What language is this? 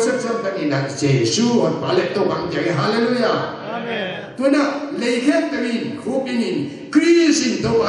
Tedim Chin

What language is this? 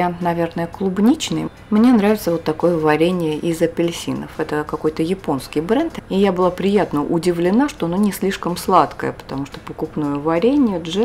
Russian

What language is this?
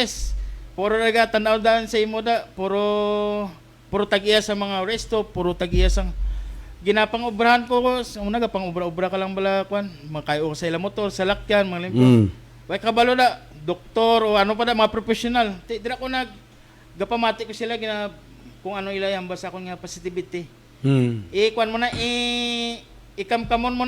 Hiligaynon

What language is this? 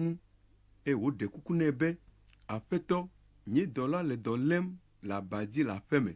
Ewe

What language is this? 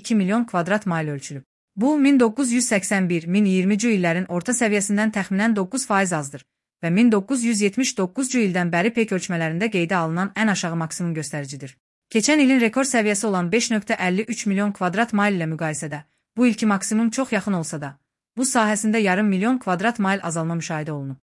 Azerbaijani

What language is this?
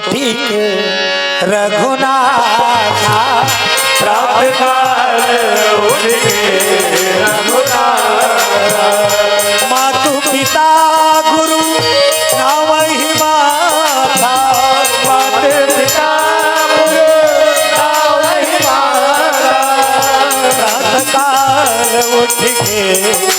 Chhattisgarhi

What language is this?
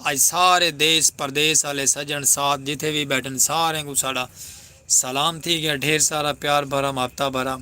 Saraiki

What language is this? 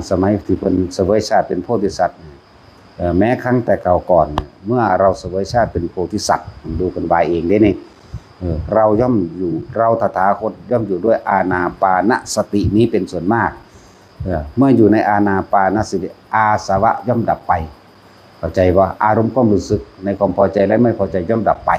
Northeastern Thai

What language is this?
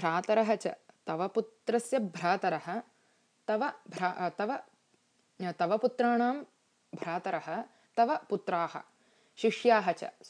Sanskrit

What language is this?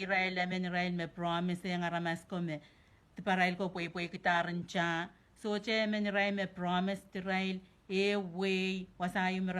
Pohnpeian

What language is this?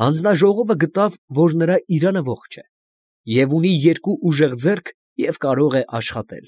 Armenian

